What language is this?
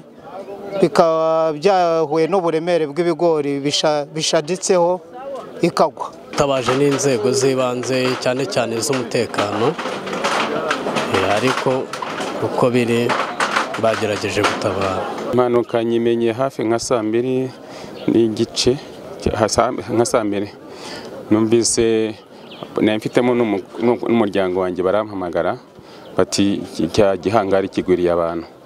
Kinyarwanda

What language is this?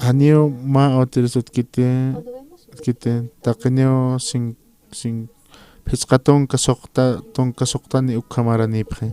Aymara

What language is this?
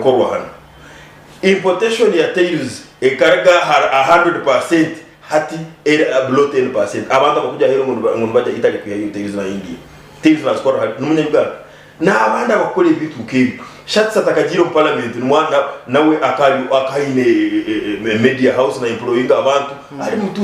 Nyankole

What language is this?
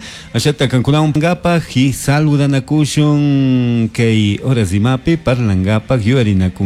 Chimborazo Highland Quichua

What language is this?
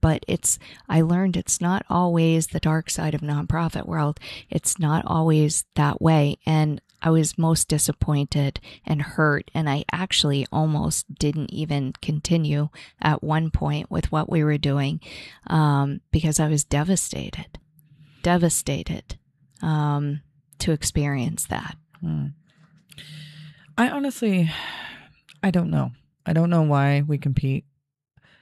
English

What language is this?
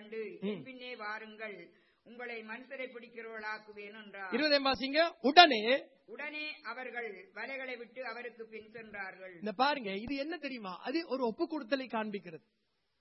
Tamil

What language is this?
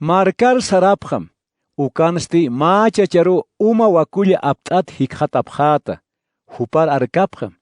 Aymara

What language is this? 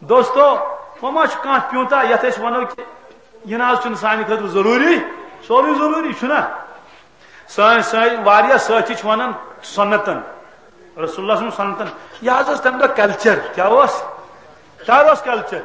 Kashmiri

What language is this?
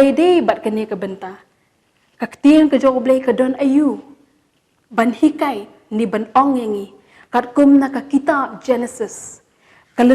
Khasi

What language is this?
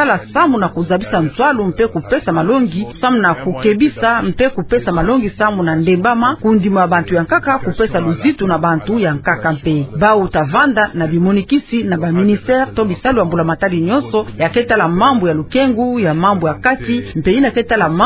Kituba (Democratic Republic of Congo)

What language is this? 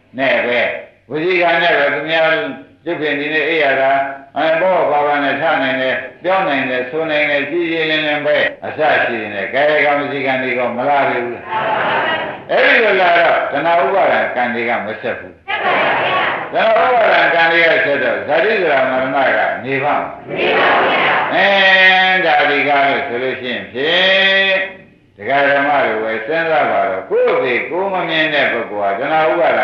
Burmese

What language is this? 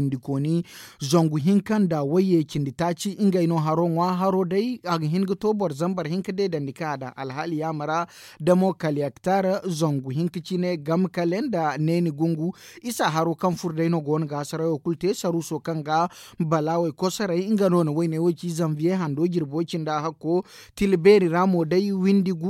Zarma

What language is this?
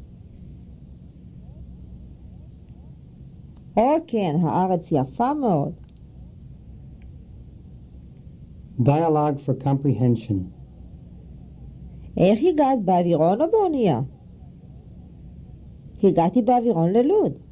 Hebrew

